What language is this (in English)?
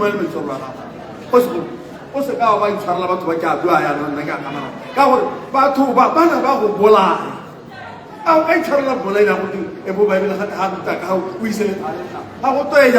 Tswana